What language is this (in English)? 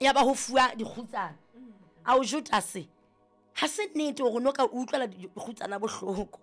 Southern Sotho